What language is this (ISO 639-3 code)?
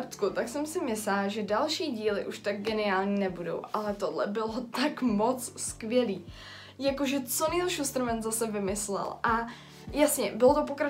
ces